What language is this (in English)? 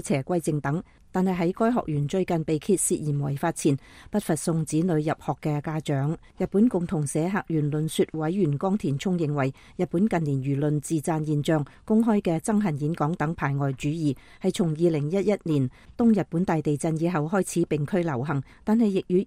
Cantonese